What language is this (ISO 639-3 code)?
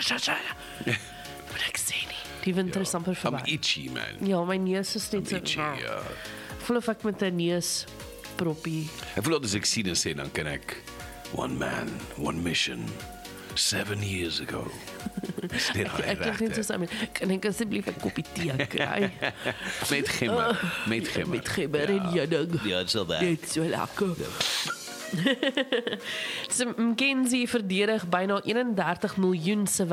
afr